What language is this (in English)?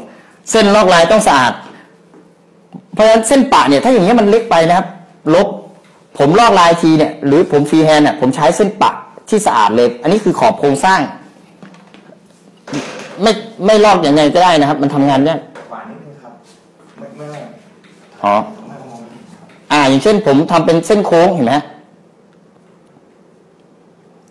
Thai